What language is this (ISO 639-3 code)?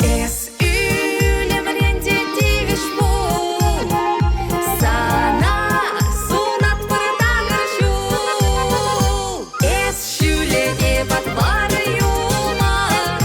chv